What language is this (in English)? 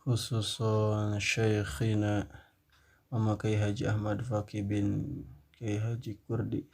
Sundanese